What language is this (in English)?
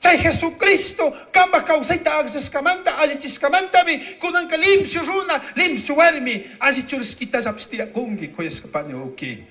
Chimborazo Highland Quichua